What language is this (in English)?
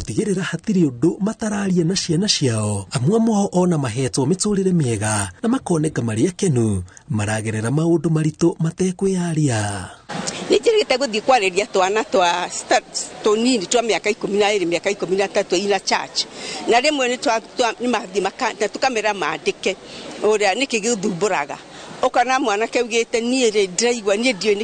Kikuyu